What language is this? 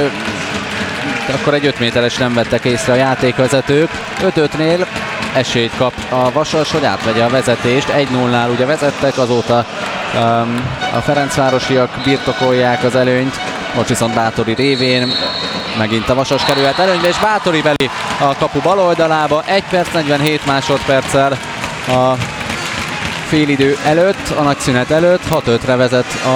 Hungarian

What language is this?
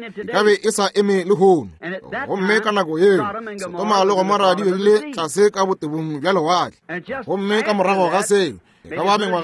Northern Sotho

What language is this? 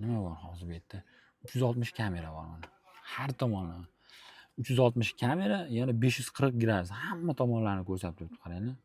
Uzbek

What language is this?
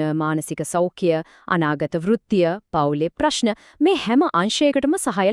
Sinhala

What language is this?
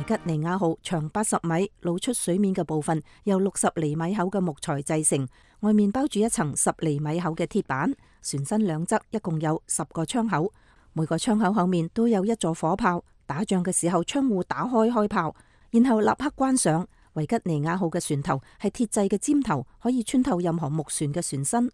Cantonese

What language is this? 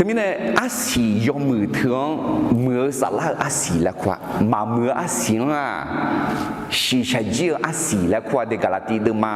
Akha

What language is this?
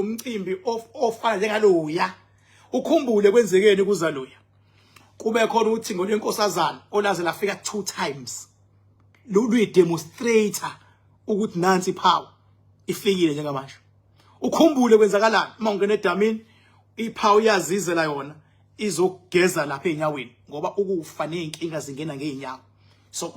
Zulu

